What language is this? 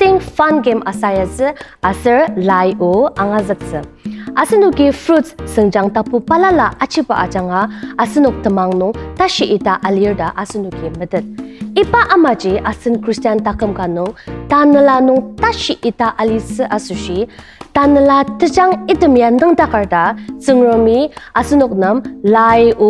Ao Naga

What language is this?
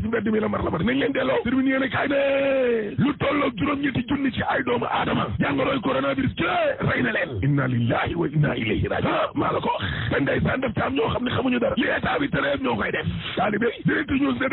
Wolof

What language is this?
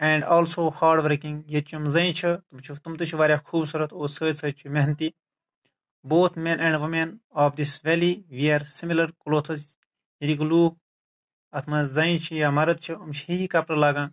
Kashmiri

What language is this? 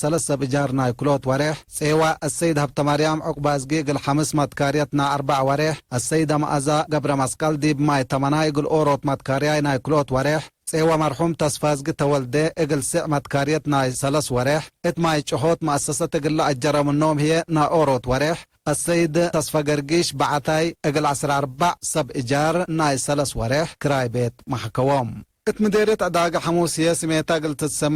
Tigre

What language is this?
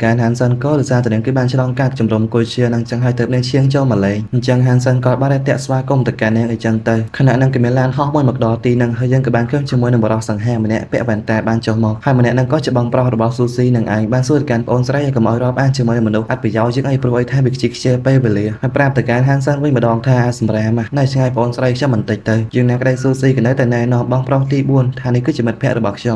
Khmer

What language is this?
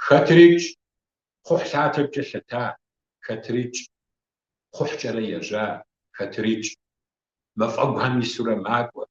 Kabardian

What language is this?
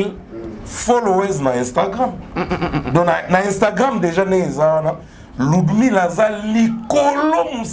Lingala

